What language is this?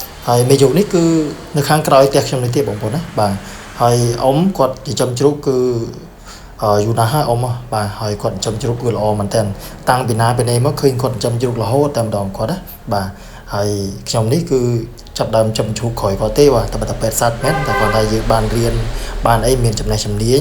Khmer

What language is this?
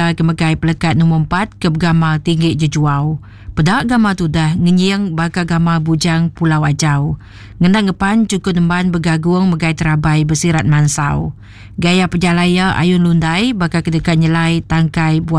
Iban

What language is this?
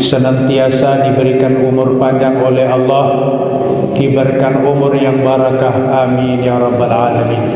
Sasak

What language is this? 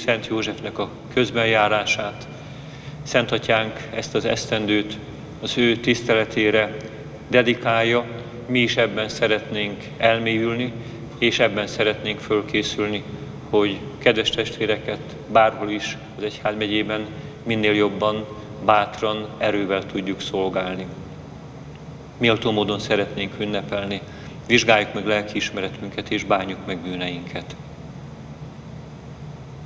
Hungarian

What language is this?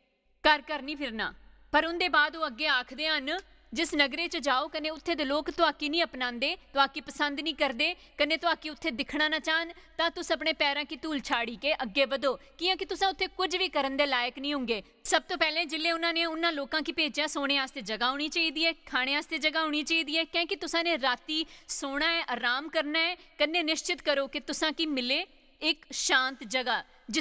Dogri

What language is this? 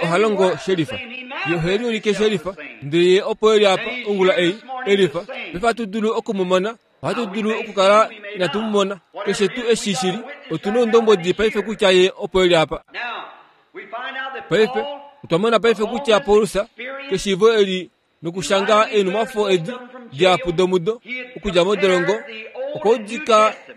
Kuanyama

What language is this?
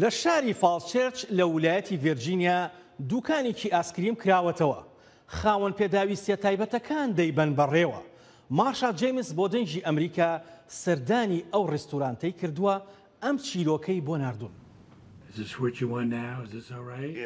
Central Kurdish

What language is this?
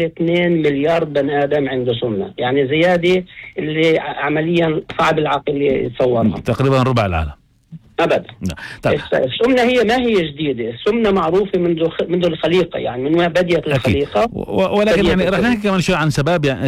North Levantine Arabic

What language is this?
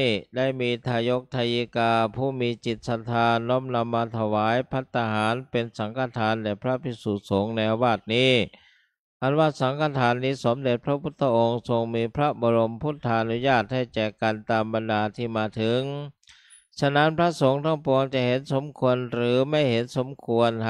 Thai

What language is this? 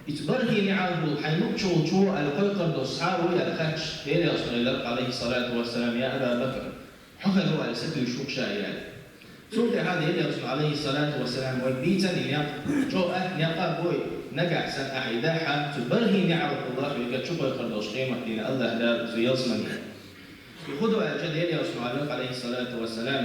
Chechen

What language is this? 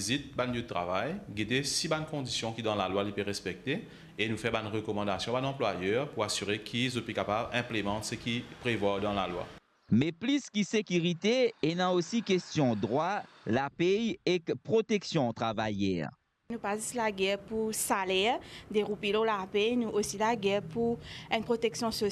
Morisyen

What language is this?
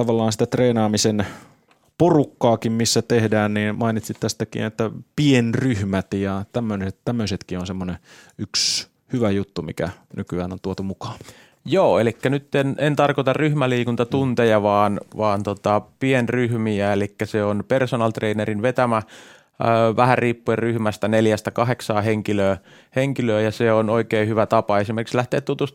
Finnish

